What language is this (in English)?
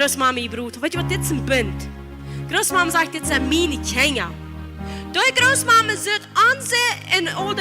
Plautdietsch